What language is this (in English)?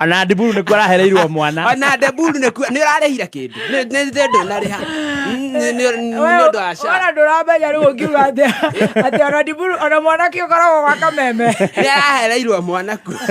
Kikuyu